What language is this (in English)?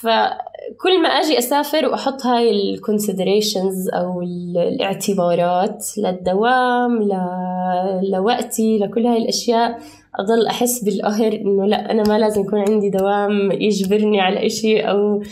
North Levantine Arabic